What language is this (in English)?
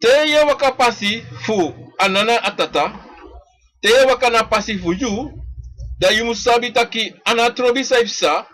Sranan Tongo